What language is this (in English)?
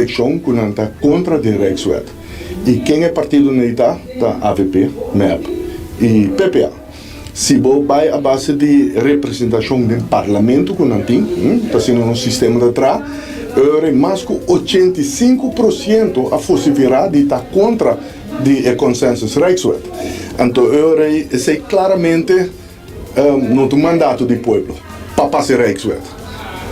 Papiamento